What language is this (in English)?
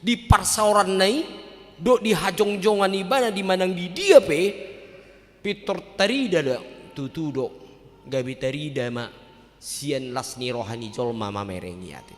Batak Toba